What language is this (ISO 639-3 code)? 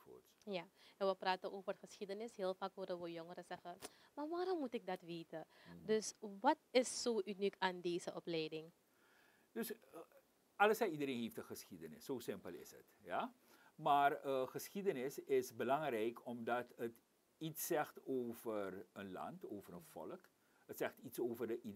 nld